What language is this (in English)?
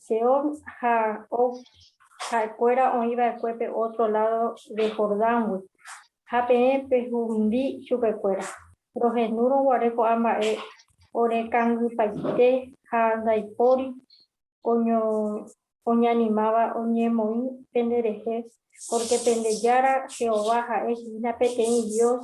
Guarani